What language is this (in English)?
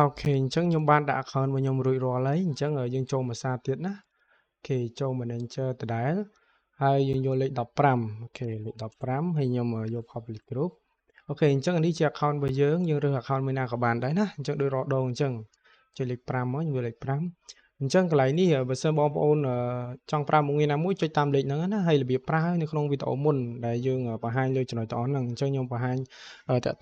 Khmer